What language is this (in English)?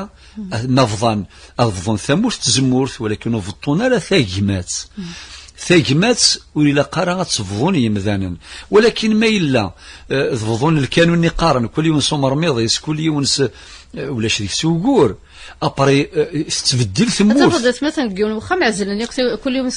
Kabyle